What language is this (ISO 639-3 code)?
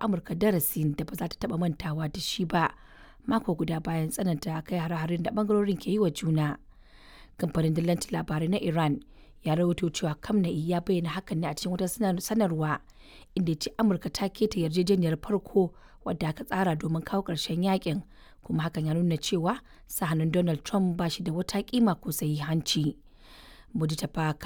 hau